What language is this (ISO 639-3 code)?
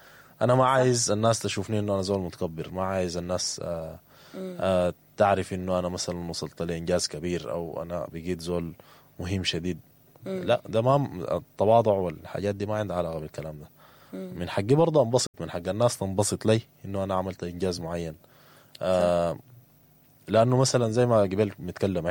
apd